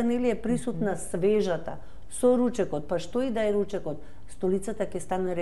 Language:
Macedonian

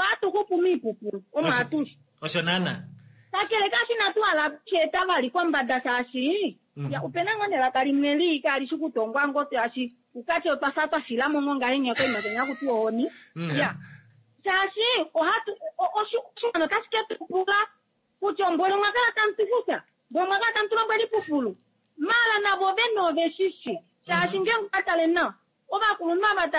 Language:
Kuanyama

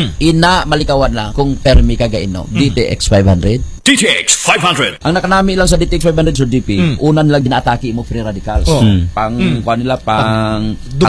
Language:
Hiligaynon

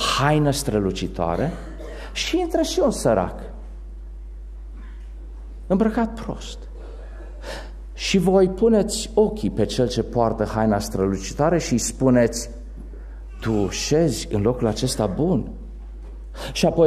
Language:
Romanian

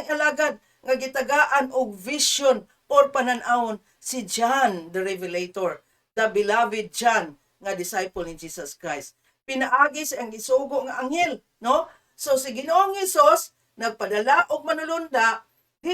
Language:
Cebuano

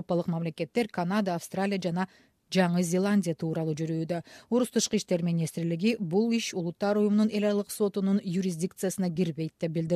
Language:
Kyrgyz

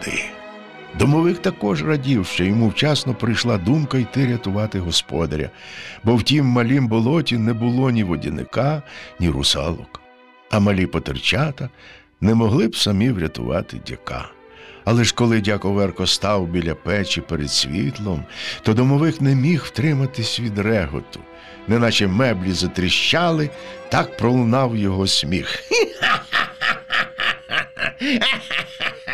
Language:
Ukrainian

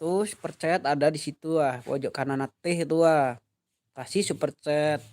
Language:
Minangkabau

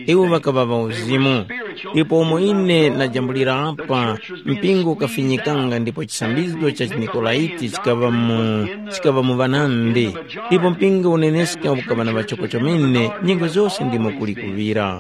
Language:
Tumbuka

